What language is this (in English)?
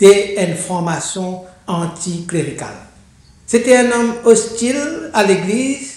Morisyen